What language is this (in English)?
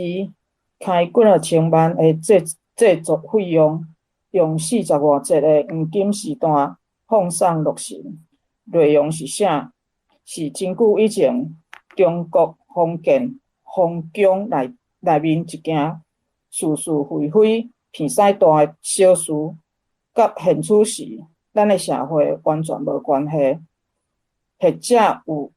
Min Nan Chinese